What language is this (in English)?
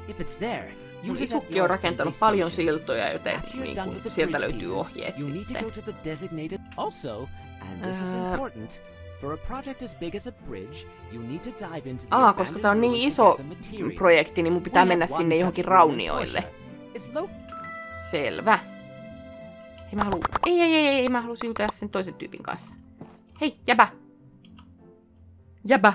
Finnish